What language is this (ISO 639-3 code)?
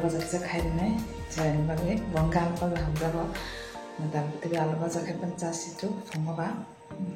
trp